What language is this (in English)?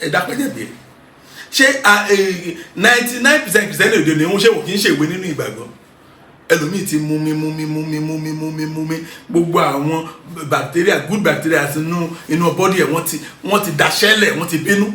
Yoruba